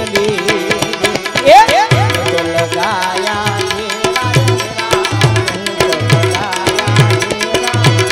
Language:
Hindi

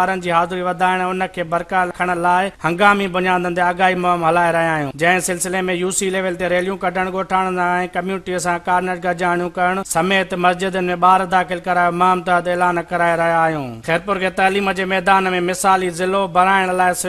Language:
Sindhi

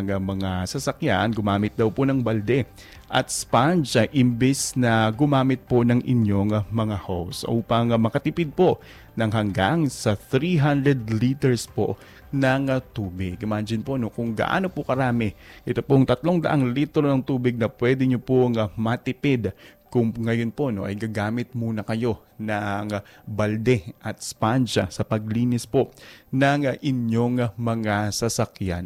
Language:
Filipino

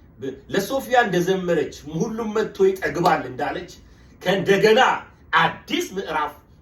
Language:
Amharic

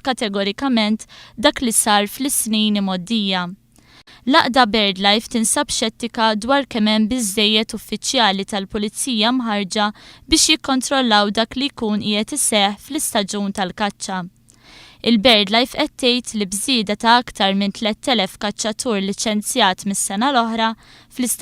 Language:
Maltese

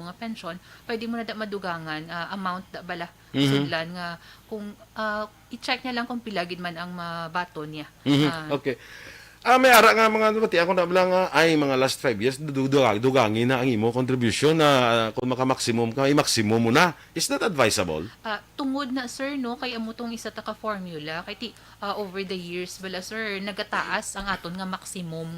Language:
Hiligaynon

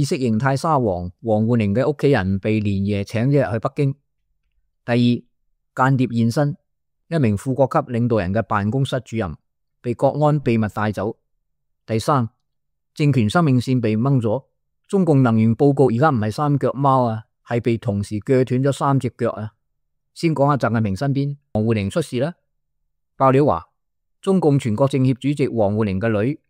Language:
Cantonese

